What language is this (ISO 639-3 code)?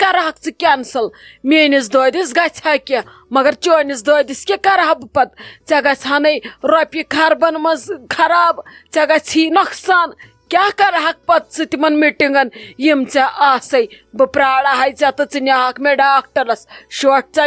kas